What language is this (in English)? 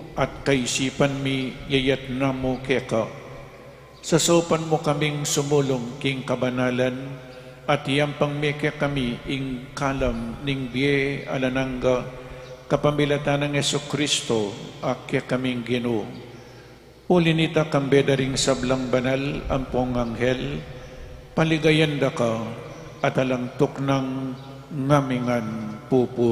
Pampanga